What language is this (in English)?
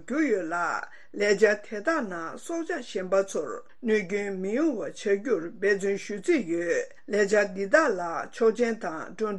Tibetan